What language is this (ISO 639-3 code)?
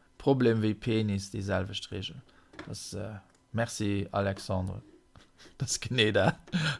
ltz